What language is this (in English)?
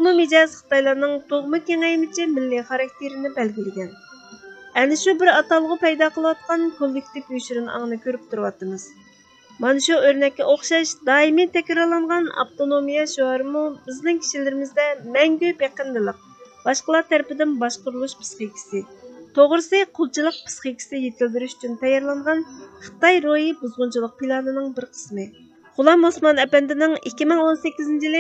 Uyghur